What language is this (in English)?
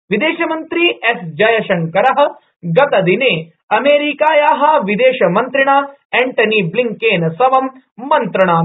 Sanskrit